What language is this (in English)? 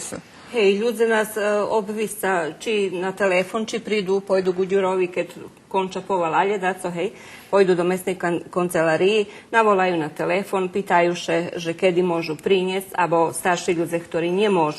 Rusyn